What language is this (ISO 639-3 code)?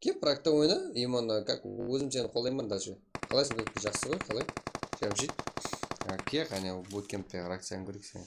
kaa